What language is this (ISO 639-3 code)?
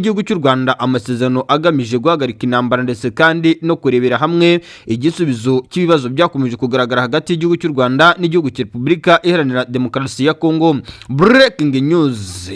kin